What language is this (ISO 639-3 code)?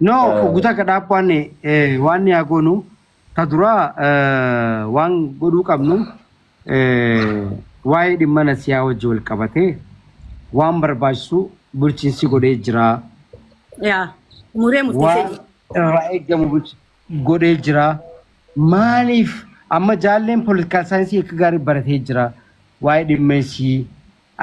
orm